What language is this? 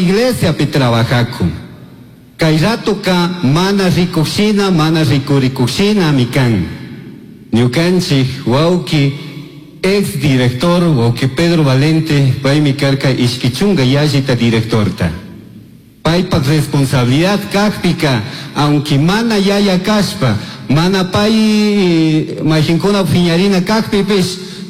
Chimborazo Highland Quichua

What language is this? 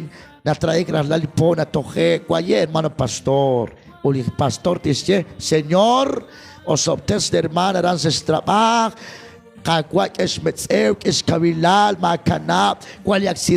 Kekchí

